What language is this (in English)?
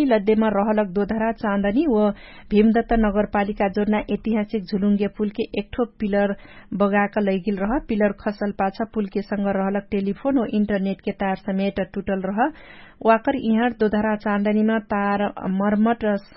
Dangaura Tharu